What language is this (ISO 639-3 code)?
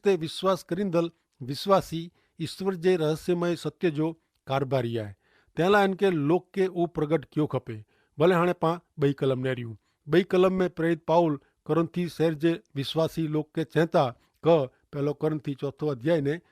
kfr